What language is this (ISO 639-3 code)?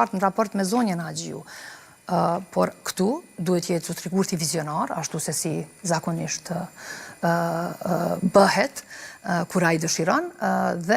sqi